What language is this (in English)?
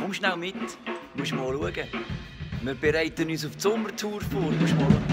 Swiss German